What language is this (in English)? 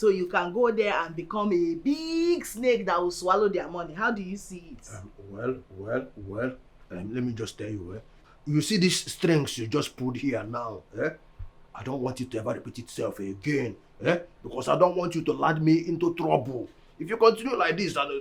Nigerian Pidgin